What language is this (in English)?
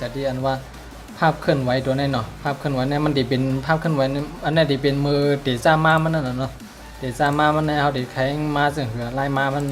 Shan